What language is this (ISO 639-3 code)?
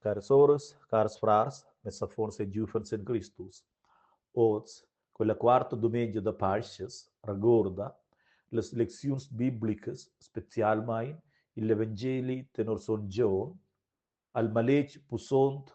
roh